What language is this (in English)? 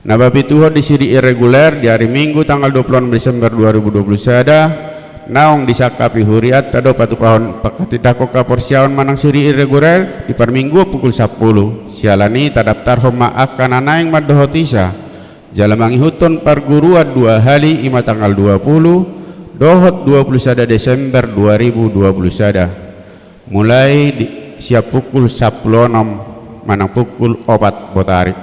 Batak Toba